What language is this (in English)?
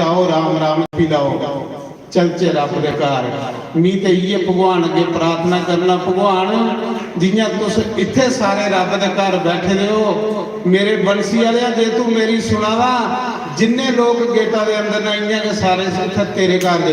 Dogri